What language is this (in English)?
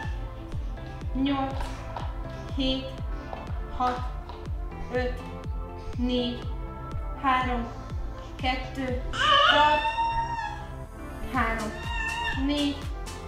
Hungarian